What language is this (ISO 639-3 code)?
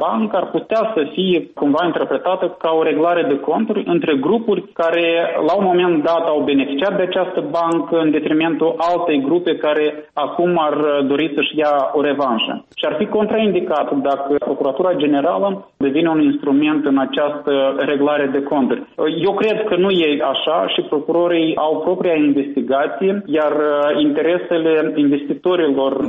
ron